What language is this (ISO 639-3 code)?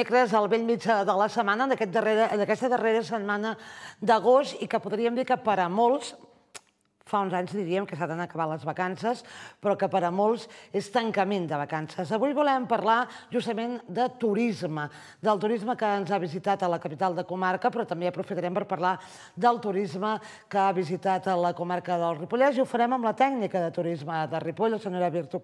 cat